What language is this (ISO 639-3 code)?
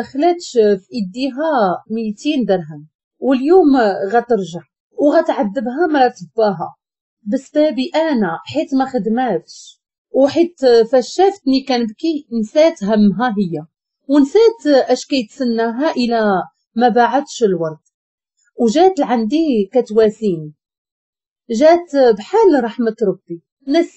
ary